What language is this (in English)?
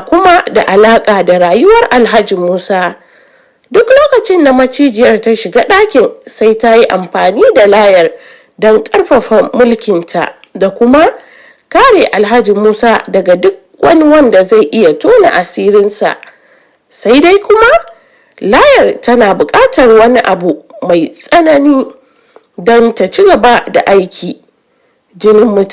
Hausa